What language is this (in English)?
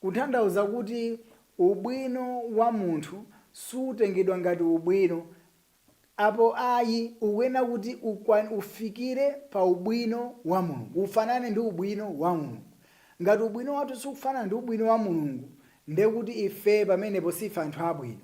Nyanja